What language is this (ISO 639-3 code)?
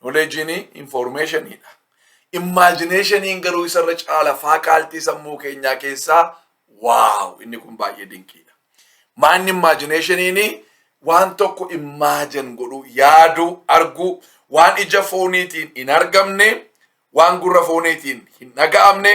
orm